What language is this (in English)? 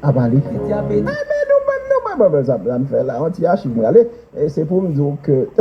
Haitian Creole